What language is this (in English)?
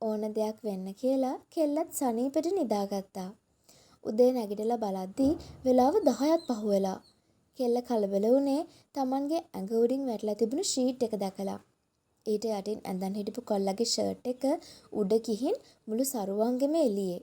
Sinhala